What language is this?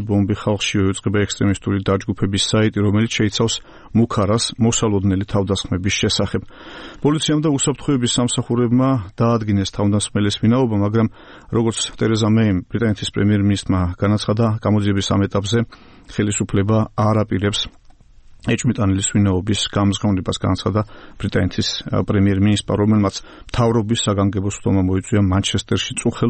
Georgian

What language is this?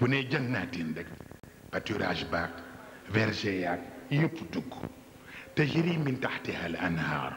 Wolof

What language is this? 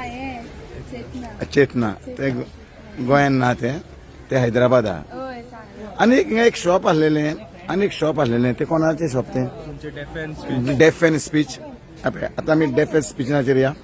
Konkani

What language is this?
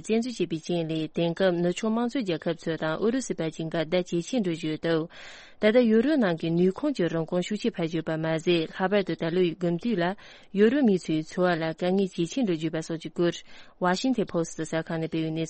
Tibetan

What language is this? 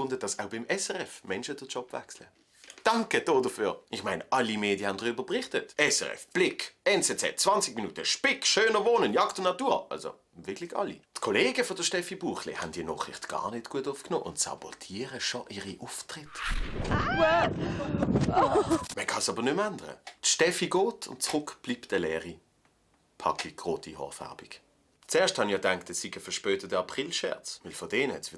Swiss German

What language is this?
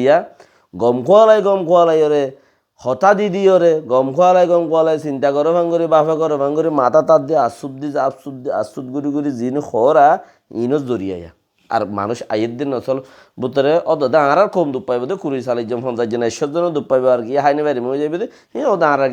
Rohingya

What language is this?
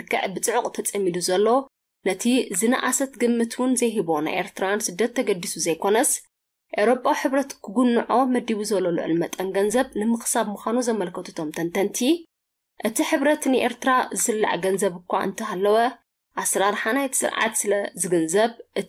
Tigrinya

